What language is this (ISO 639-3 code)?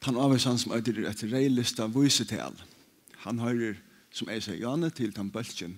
fao